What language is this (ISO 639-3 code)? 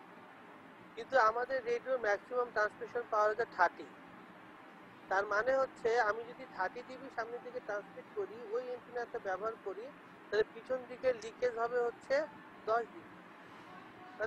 ben